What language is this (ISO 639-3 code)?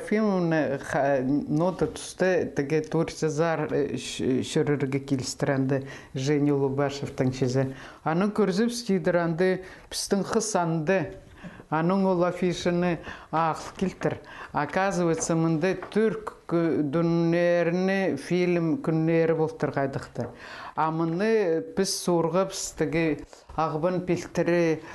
kjh